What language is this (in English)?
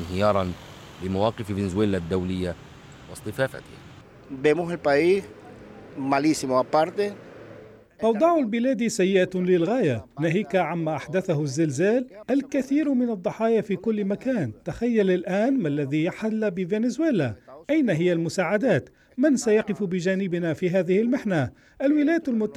Arabic